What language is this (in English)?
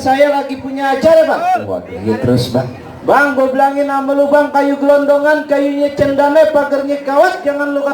Betawi